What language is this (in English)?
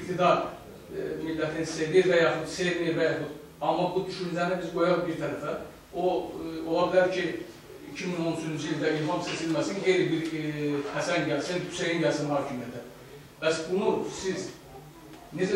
South Azerbaijani